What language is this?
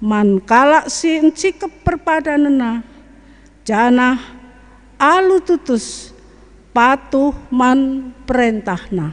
Batak Karo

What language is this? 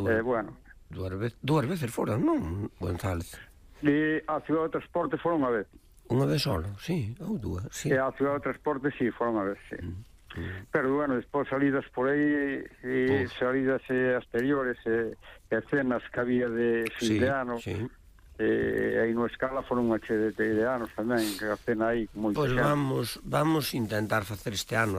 Galician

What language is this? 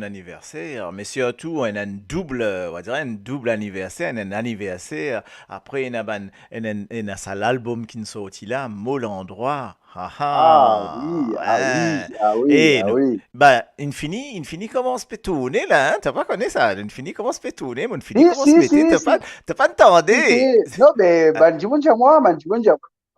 Morisyen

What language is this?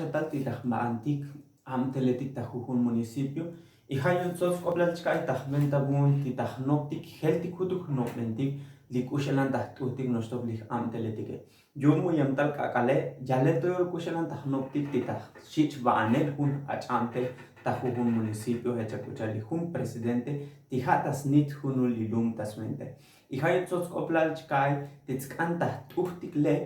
Tzotzil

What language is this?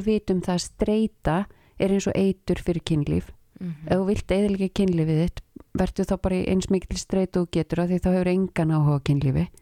Icelandic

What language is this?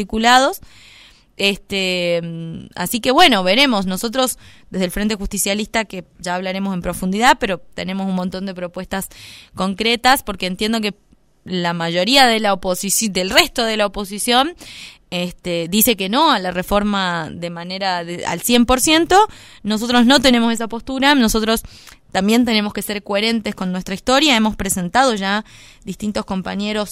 Spanish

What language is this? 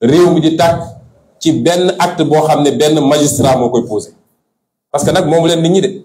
Wolof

